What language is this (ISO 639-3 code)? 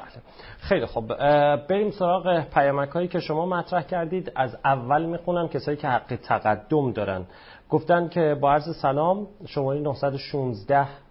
fas